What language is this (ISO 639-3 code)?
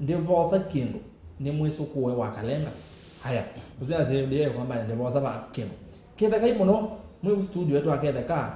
kam